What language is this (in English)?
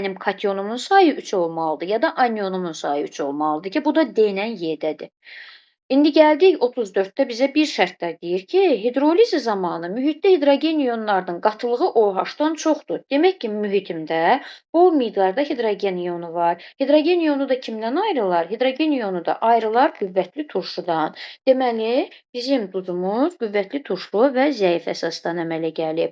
Azerbaijani